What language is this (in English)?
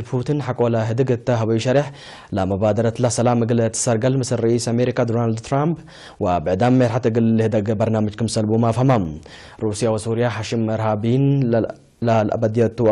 Tigre